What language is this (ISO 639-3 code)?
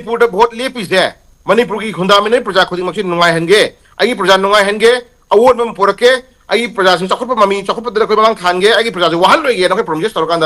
mni